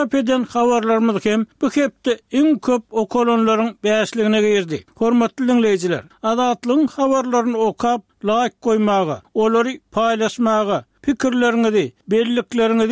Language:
Turkmen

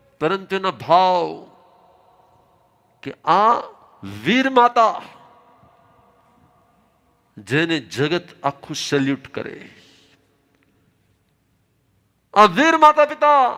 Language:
Gujarati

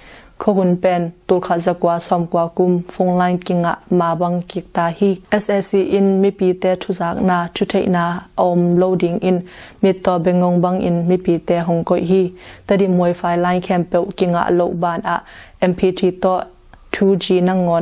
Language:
Tedim Chin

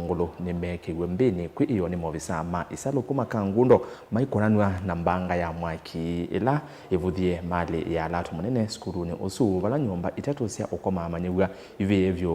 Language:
Kamba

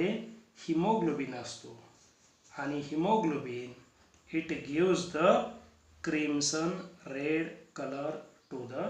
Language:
Marathi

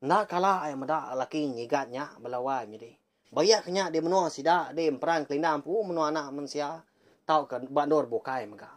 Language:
Iban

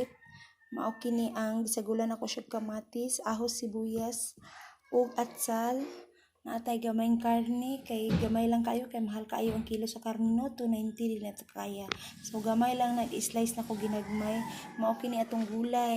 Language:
Cebuano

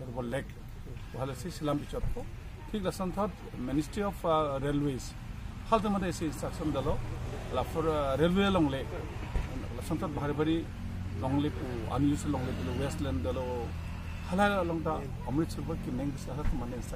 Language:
Karbi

